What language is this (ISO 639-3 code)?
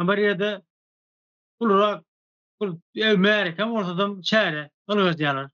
tuk